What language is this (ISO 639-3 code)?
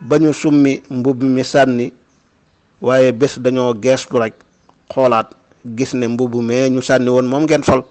wol